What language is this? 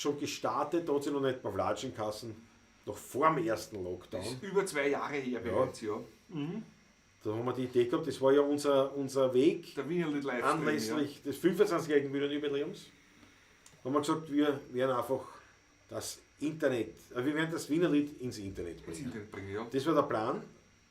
Bavarian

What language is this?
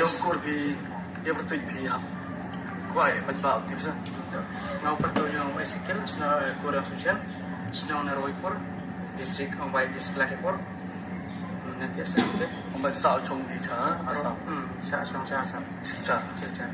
Khasi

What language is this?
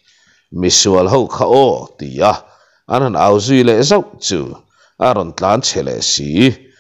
Mizo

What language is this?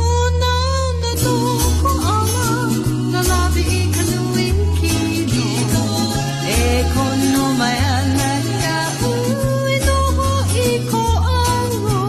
Hawaiian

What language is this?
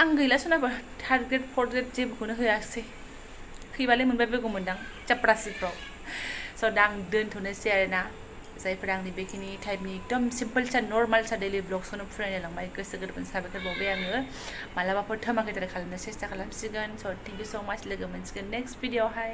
Bodo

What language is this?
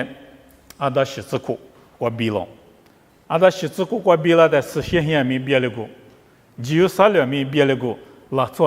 Lisu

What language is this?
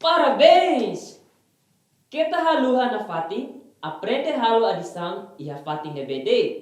Tetum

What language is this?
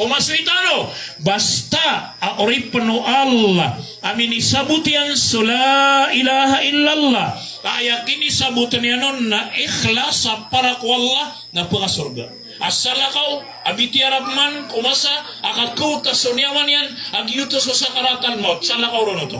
Maranao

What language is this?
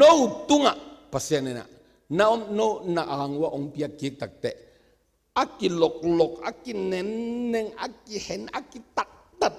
Tedim Chin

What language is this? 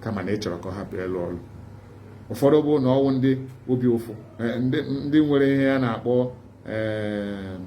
Igbo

